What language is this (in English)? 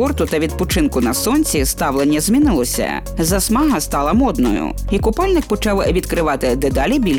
Ukrainian